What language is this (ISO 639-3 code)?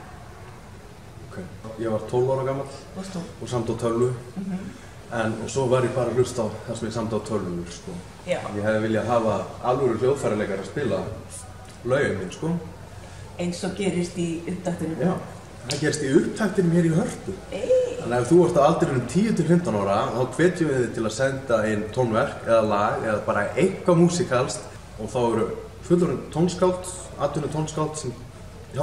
isl